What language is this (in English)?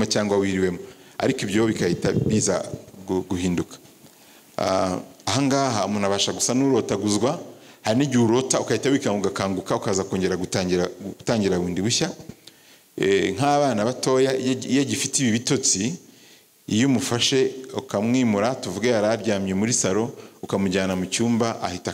Kinyarwanda